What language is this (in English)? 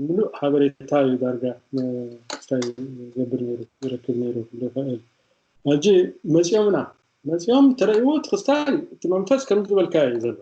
Tigrinya